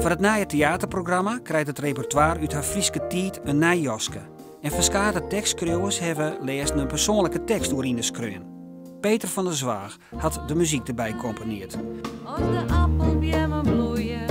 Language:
Western Frisian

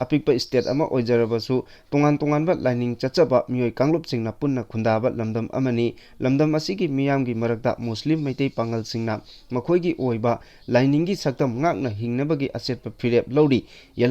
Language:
Manipuri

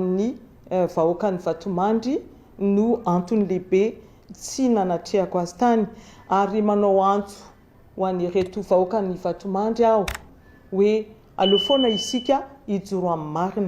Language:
Malagasy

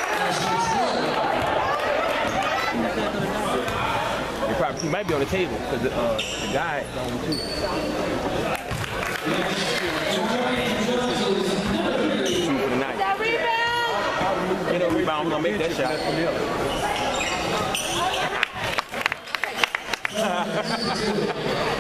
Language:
English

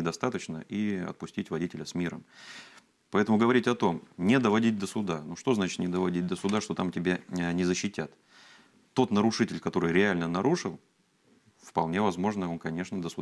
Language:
Russian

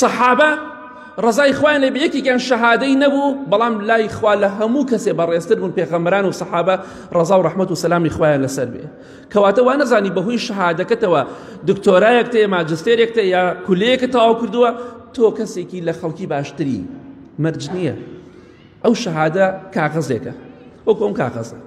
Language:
Central Kurdish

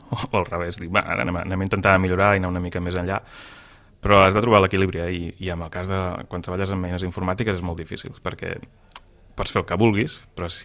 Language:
Catalan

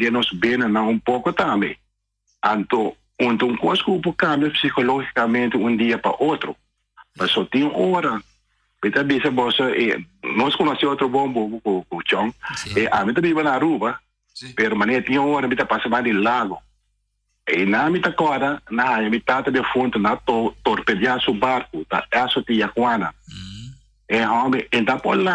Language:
Papiamento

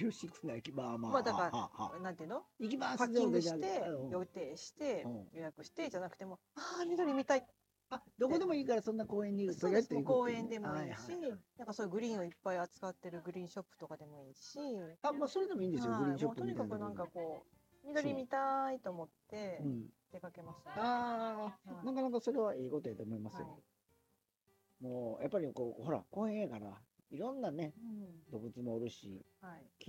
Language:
Japanese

